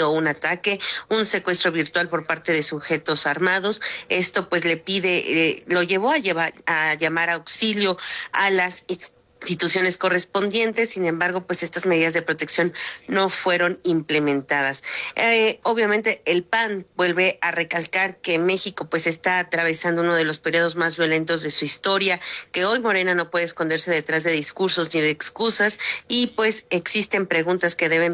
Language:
Spanish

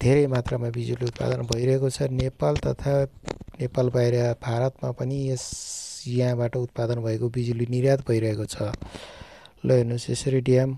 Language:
Nepali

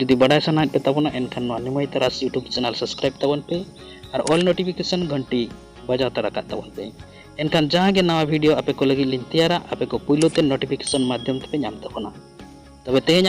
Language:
Santali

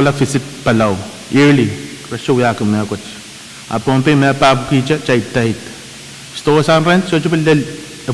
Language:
Pohnpeian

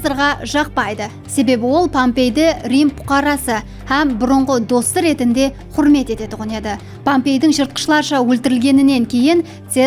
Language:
Kara-Kalpak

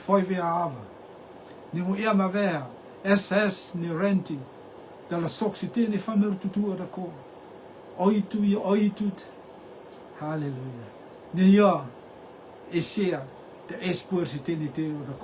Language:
Rotuman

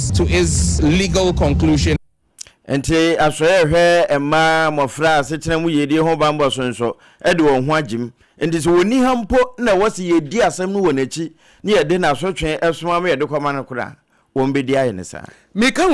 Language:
Akan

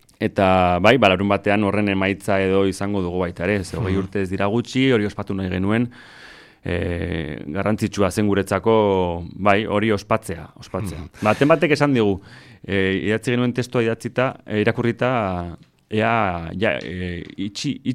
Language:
Basque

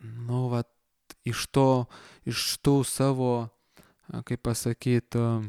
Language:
Lithuanian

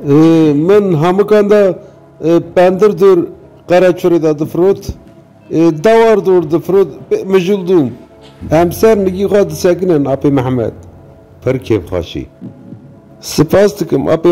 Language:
Kurdish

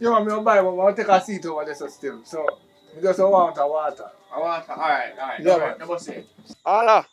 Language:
Jamaican Creole English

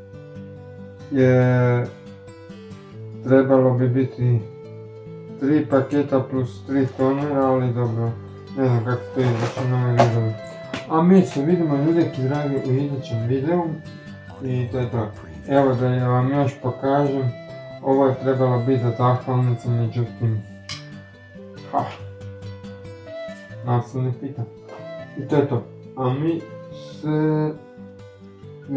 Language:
Croatian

